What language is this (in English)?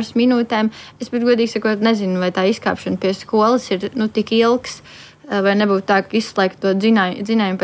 Latvian